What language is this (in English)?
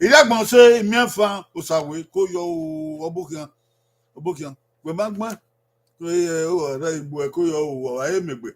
Bini